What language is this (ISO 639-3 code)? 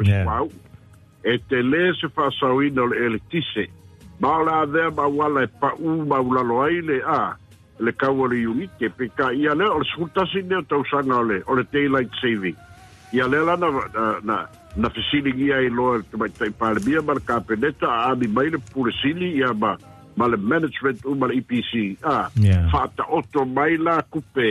smo